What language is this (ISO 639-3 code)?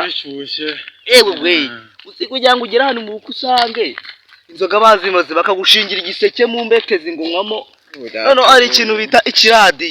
kin